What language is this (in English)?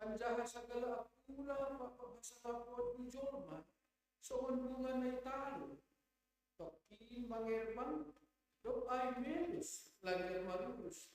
Batak Simalungun